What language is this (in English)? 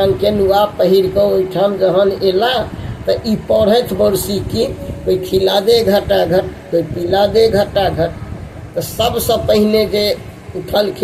Maithili